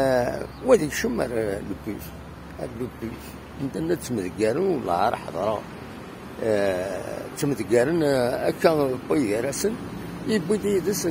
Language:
Kabyle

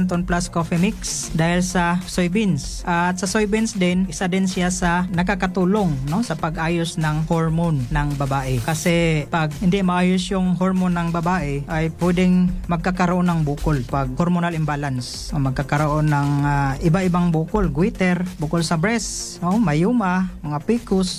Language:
Filipino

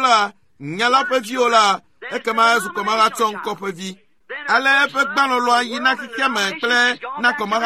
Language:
Ewe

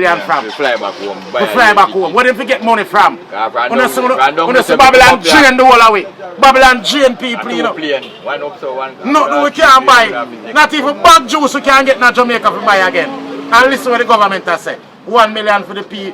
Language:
Jamaican Creole English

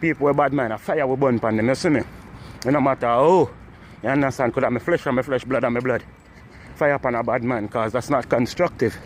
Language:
Jamaican Creole English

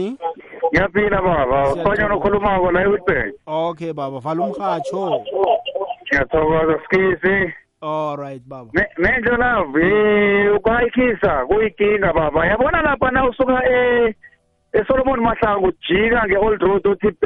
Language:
South Ndebele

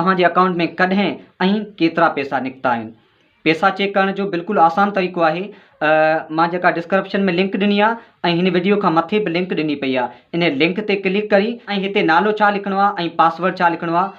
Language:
Sindhi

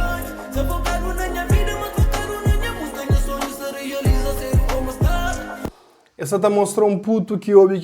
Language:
Kabuverdianu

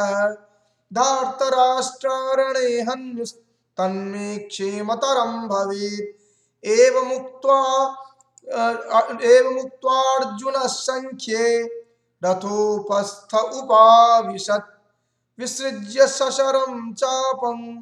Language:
Sanskrit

